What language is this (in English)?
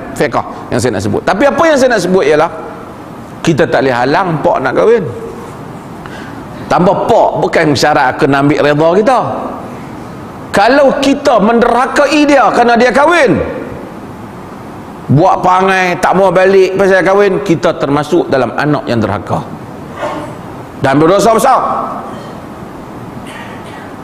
Malay